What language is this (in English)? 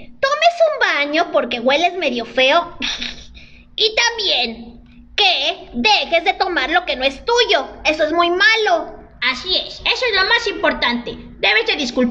Spanish